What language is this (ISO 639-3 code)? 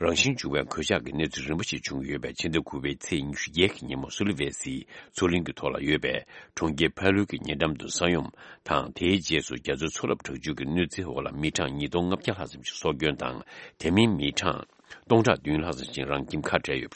bod